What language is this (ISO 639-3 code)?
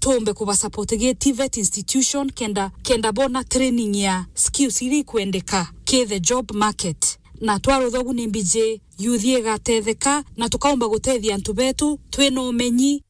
mer